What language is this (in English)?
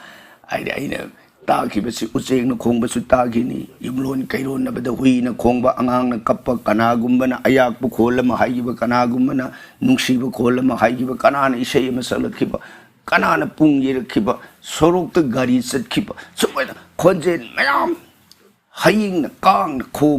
Manipuri